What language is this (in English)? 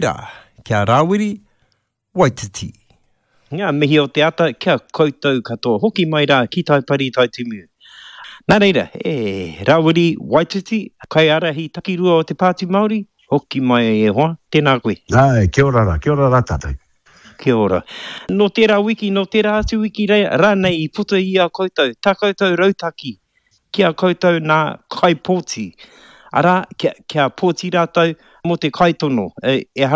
Māori